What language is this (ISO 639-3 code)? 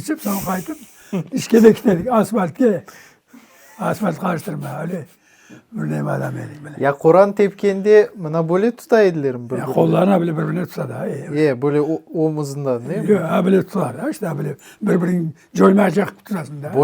crh